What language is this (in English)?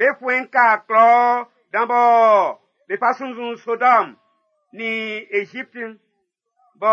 Baoulé